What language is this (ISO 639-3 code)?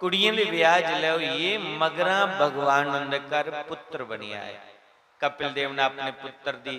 doi